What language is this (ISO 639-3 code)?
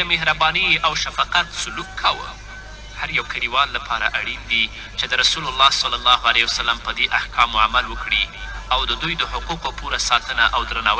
pus